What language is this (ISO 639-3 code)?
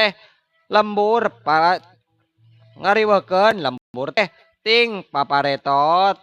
sun